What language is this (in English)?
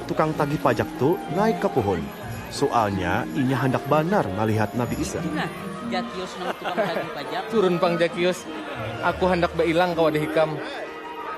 Banjar